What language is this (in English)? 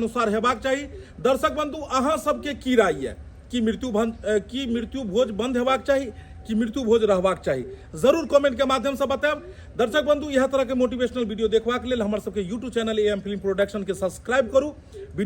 Maithili